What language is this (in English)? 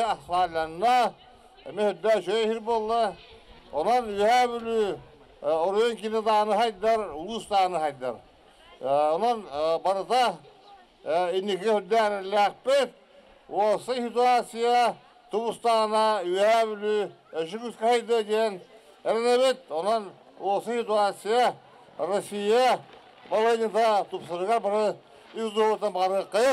Yakut